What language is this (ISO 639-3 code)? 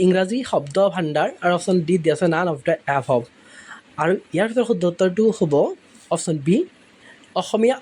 asm